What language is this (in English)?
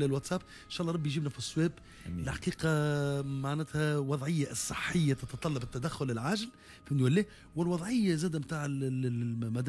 Tunisian Arabic